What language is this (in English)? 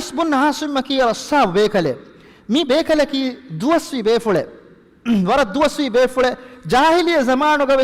Divehi